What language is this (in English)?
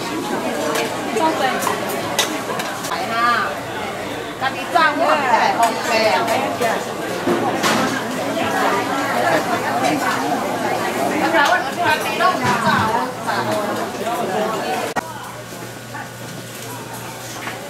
Min Nan Chinese